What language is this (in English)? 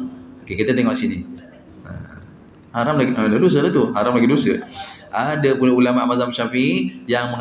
Malay